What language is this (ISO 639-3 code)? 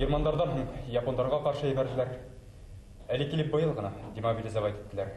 bak